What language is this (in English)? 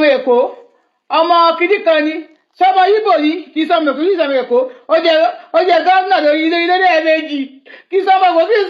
Yoruba